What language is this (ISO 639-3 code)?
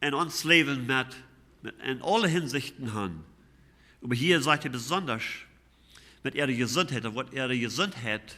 pdt